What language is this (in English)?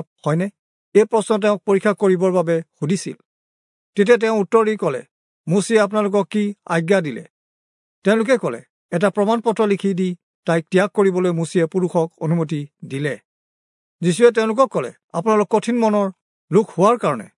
Assamese